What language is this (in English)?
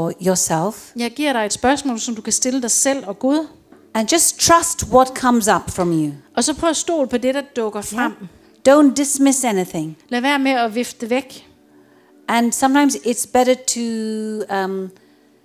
Danish